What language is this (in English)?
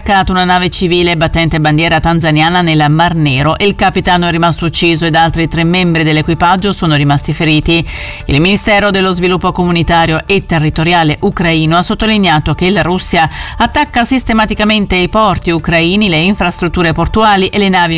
Italian